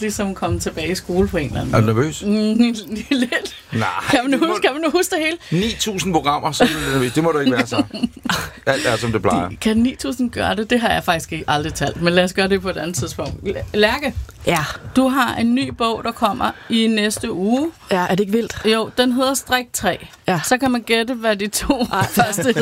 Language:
Danish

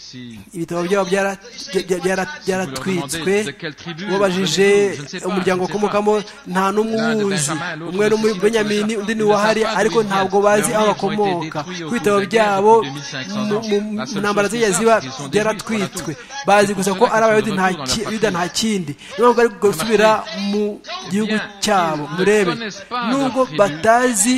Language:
Kinyarwanda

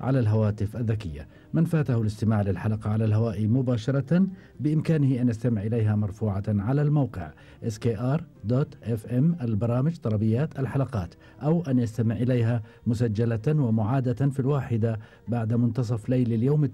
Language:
Gulf Arabic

